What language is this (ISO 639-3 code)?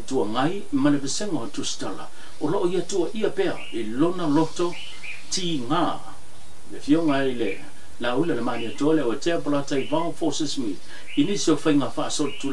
smo